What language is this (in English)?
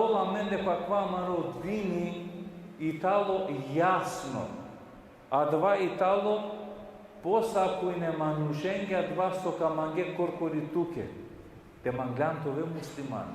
Balkan Romani